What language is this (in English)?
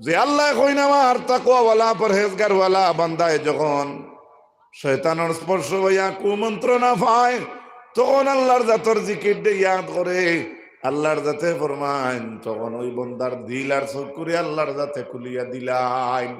Sylheti